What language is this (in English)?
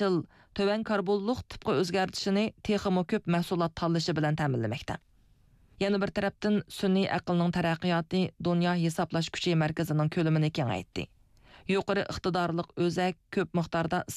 Uyghur